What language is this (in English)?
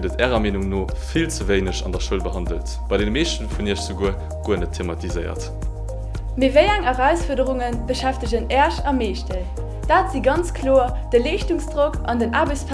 Luxembourgish